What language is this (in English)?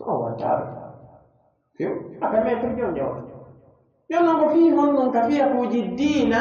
Pular